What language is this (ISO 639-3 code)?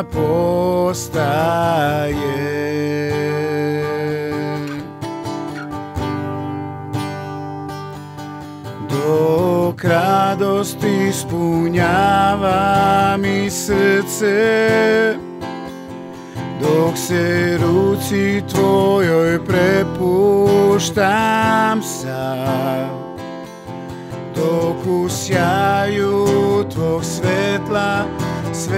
srp